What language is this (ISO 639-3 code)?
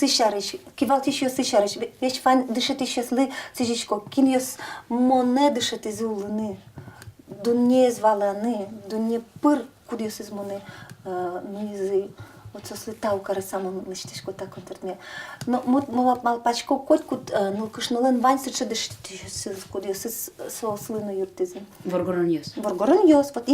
udm